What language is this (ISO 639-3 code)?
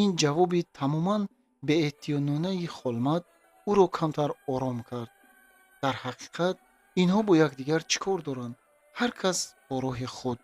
tgk